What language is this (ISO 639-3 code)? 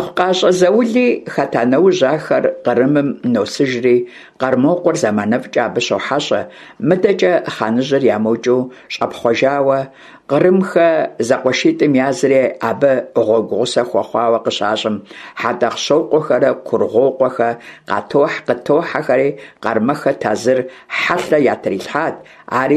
kbd